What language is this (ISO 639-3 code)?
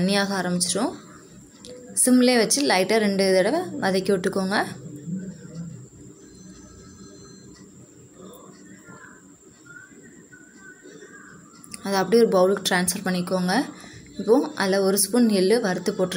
tam